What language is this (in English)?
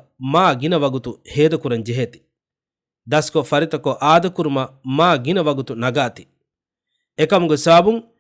Divehi